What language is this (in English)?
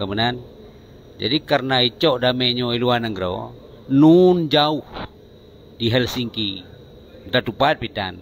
Achinese